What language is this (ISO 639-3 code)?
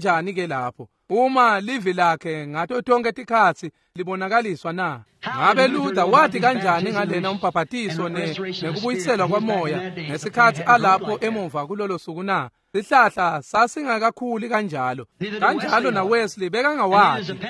ssw